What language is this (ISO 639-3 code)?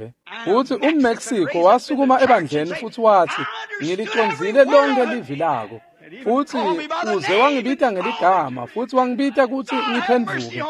ssw